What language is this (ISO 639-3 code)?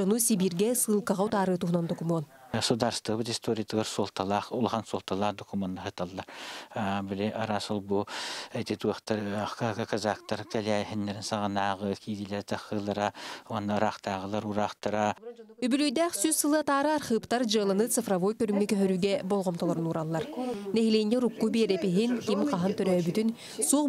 sah